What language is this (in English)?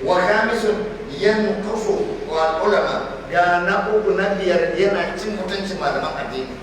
Hausa